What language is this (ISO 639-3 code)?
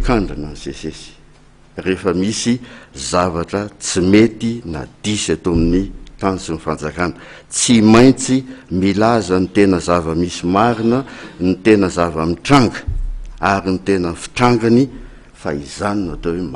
mlg